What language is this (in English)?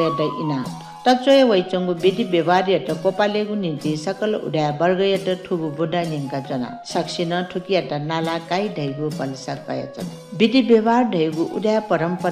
Newari